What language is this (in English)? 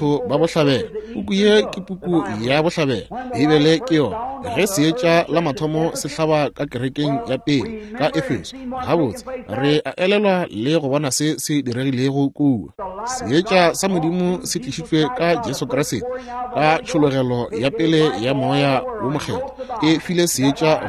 Northern Sotho